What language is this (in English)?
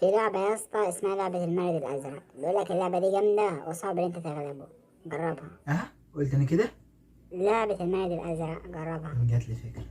Egyptian Arabic